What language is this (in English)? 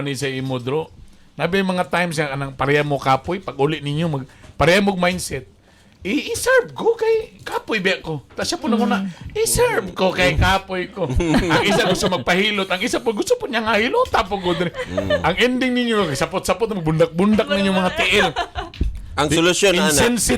Cebuano